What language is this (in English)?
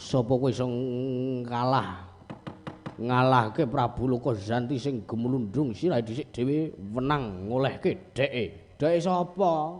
Javanese